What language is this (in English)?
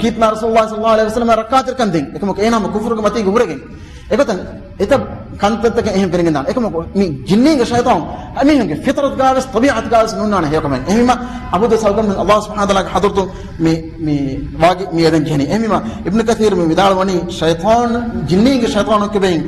Divehi